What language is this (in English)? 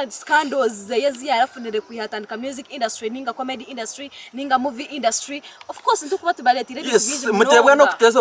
Nyankole